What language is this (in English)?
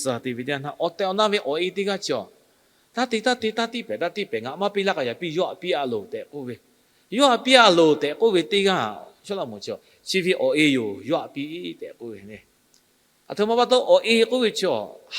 Lahu